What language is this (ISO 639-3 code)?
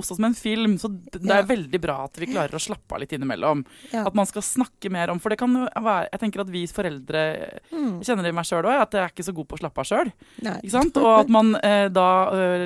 nor